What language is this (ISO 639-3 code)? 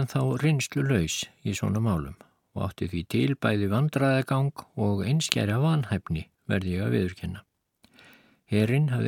isl